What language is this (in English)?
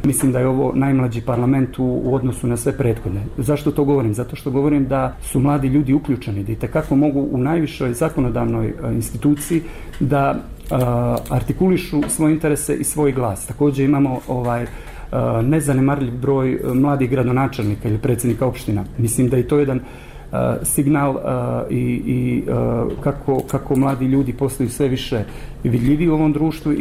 Bosnian